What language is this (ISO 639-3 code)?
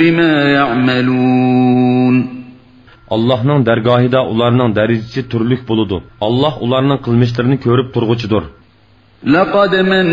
uig